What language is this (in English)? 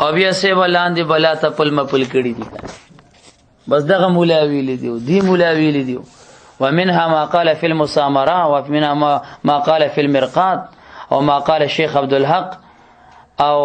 Pashto